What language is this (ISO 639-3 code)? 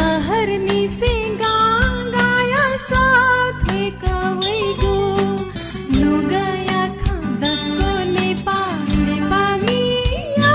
new